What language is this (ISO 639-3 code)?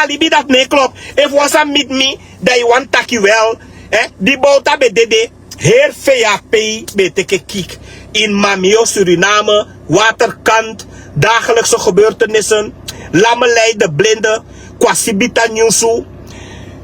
srn